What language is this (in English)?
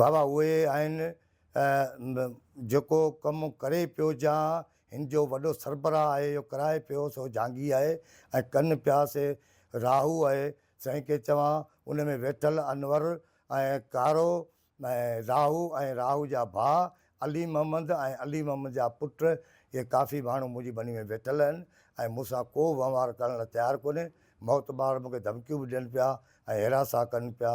Sindhi